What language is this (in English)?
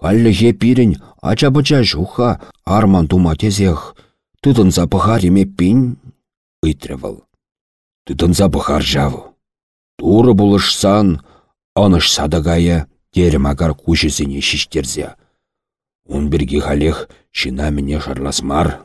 Chuvash